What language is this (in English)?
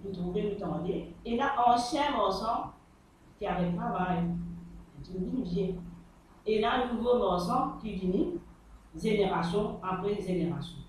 Morisyen